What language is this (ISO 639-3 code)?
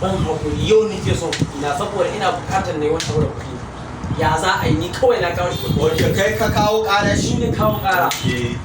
hau